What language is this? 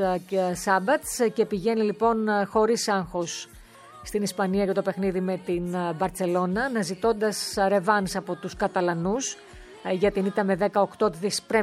Greek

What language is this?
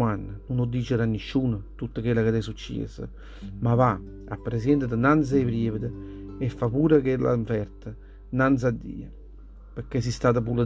Neapolitan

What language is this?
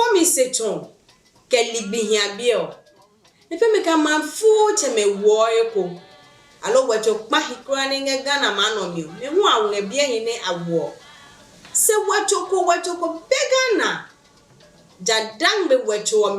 Adangme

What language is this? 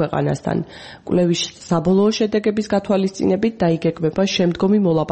Georgian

